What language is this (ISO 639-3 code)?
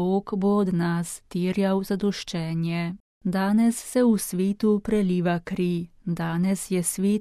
slv